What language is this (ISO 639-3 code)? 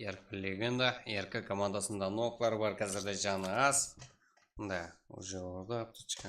kaa